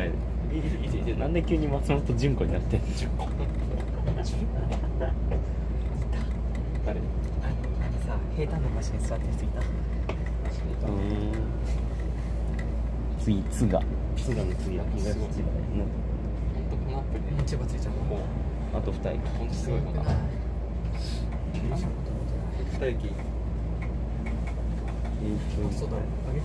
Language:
Japanese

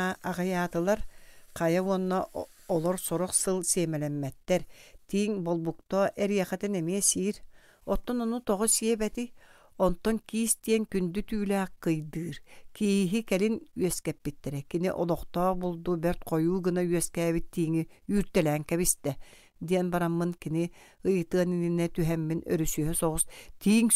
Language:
Yakut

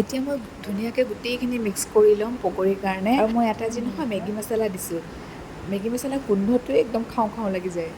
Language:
Assamese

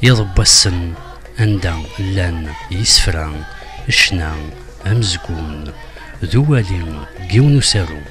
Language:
Kabyle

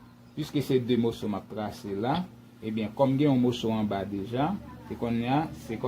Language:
Haitian Creole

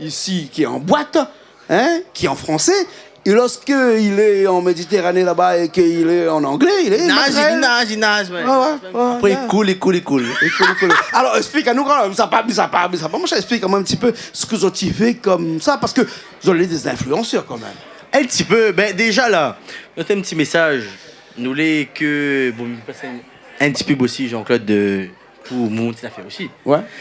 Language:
Réunion Creole French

